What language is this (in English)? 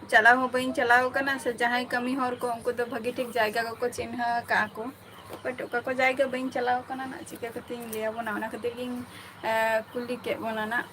Santali